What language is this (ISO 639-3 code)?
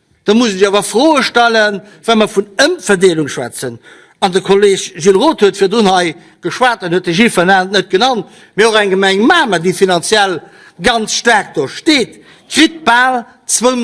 ltz